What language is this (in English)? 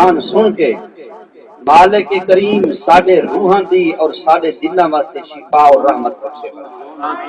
Saraiki